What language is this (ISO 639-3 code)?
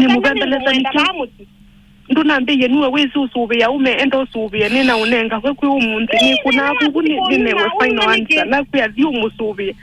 kam